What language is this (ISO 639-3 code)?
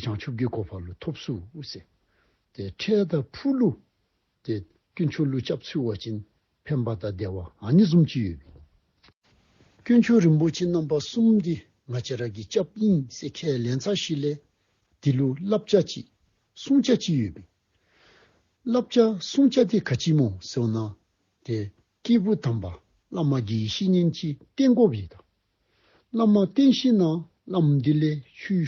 dzo